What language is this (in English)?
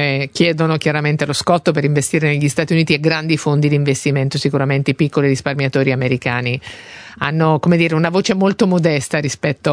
Italian